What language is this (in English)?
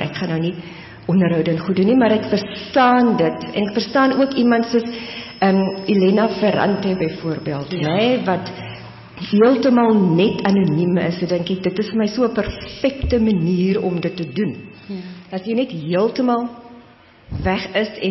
Afrikaans